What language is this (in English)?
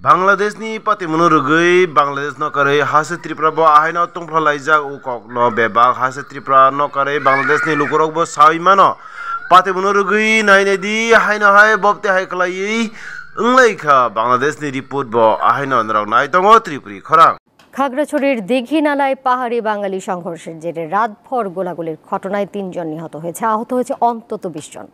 Kok Borok